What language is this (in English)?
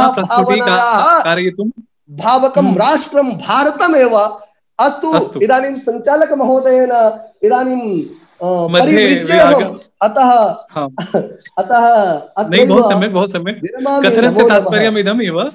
Sanskrit